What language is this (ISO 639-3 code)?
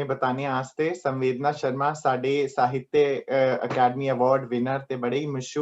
doi